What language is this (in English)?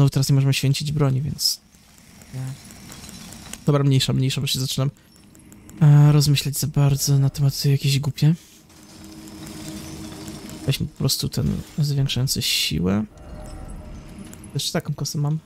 Polish